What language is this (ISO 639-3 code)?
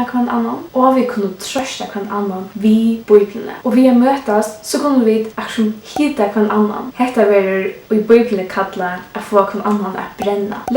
fao